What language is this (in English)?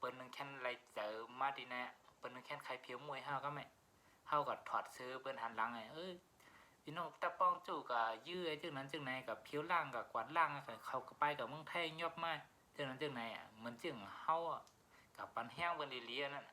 Shan